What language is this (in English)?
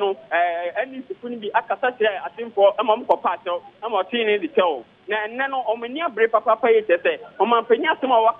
Akan